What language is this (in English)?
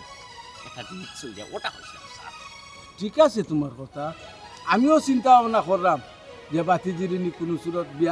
Sylheti